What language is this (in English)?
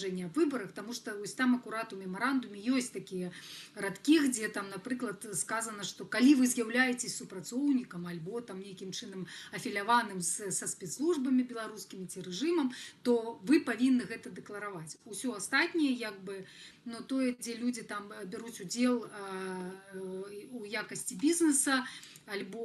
Belarusian